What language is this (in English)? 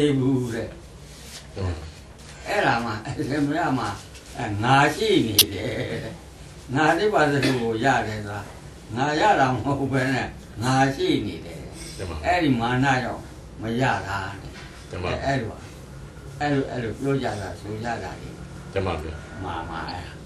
Burmese